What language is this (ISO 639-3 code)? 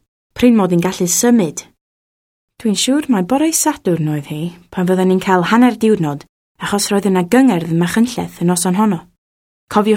cym